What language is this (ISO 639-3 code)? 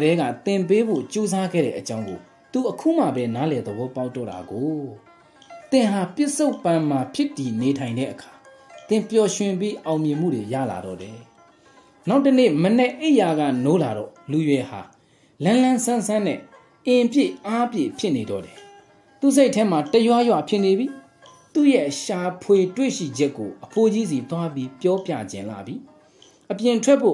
mya